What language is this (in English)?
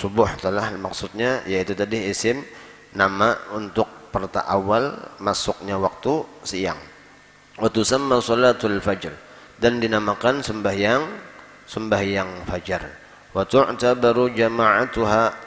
Banjar